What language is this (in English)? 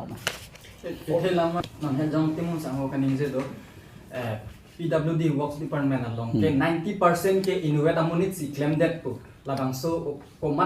Karbi